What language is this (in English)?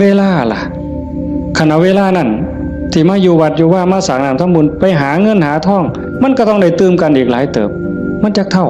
Northeastern Thai